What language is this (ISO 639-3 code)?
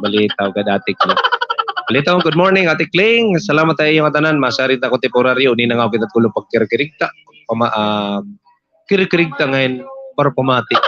war